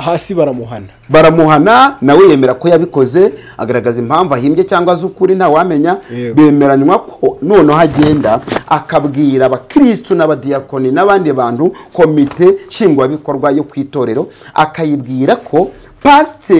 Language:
Kinyarwanda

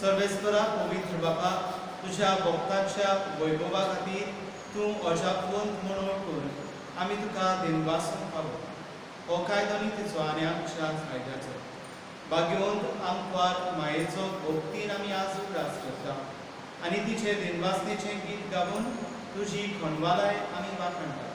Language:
Konkani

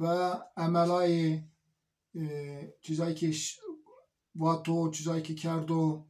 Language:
Zaza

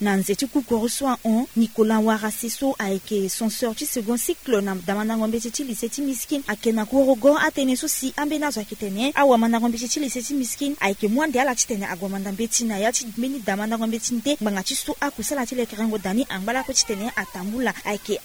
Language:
Sango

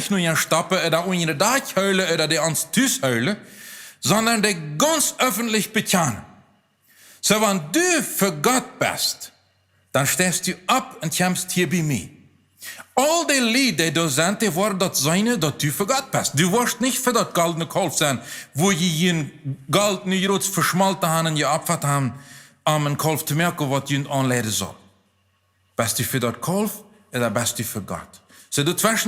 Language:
Plautdietsch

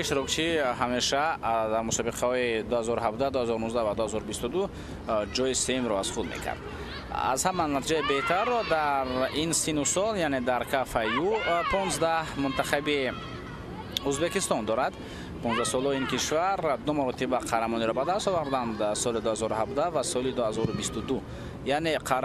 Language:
Tajik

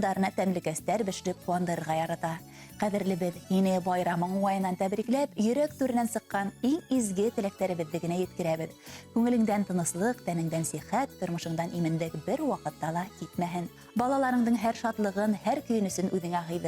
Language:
Bashkir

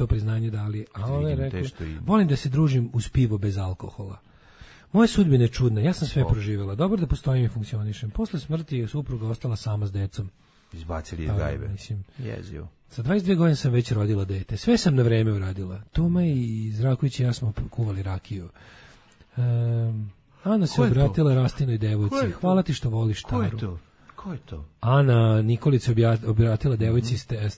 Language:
Serbian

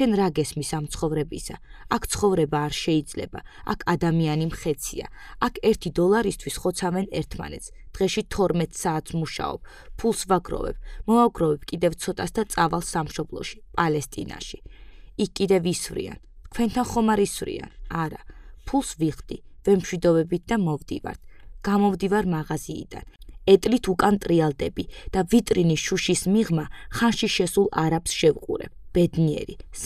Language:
Georgian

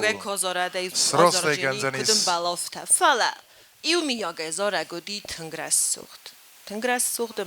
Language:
Ossetic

